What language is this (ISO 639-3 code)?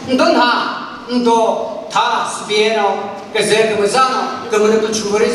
nri